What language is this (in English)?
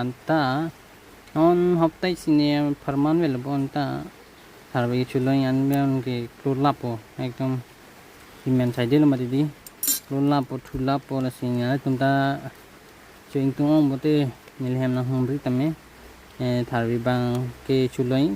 Karbi